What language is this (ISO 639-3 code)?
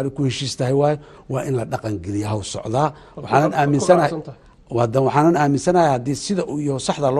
som